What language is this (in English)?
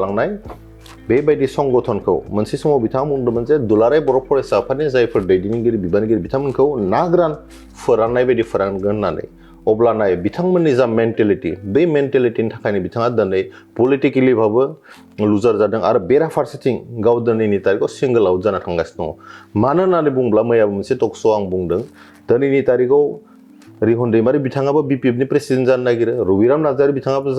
Bodo